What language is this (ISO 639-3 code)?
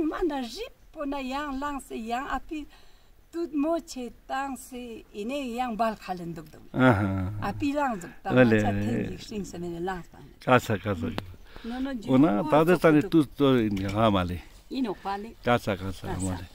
lbj